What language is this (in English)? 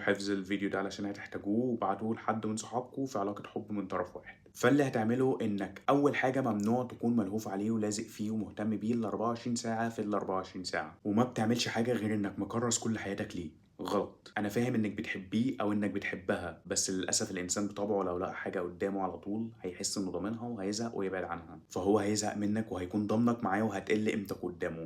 Egyptian Arabic